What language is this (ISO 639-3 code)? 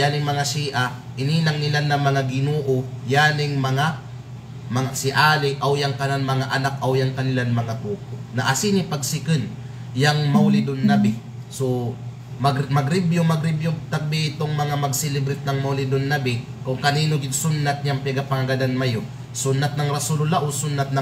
kqe